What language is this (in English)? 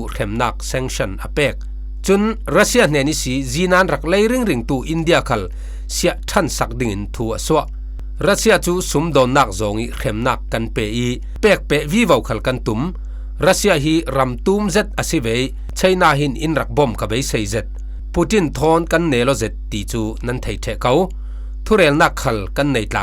Falam Chin